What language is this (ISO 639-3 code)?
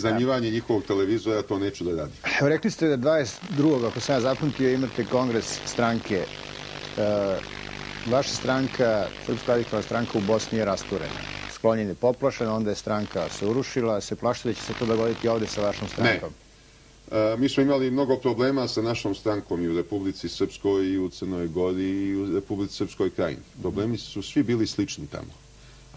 srp